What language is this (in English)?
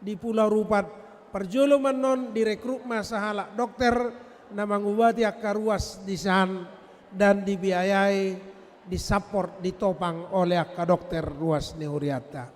Batak Toba